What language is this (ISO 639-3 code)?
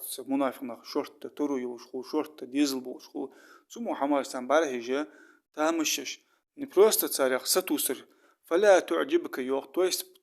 inh